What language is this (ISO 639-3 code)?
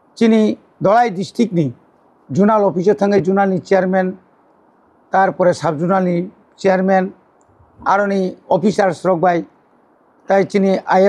trp